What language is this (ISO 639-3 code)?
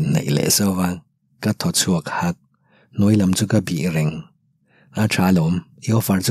lus